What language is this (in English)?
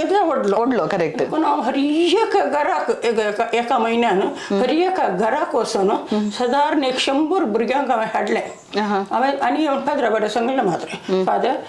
Konkani